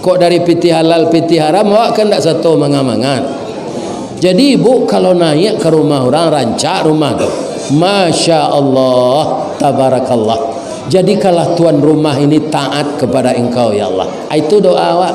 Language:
Minangkabau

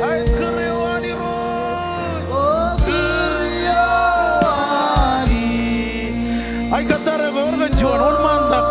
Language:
Marshallese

